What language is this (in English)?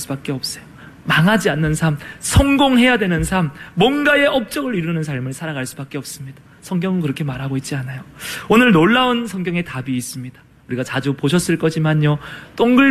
Korean